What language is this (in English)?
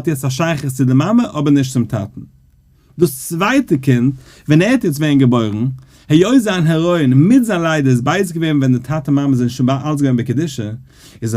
Yiddish